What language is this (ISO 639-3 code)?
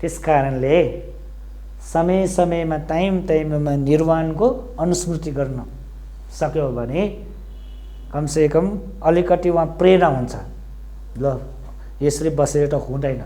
nep